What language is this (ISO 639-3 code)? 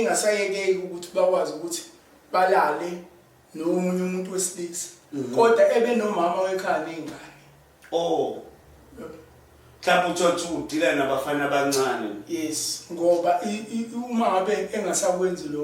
zul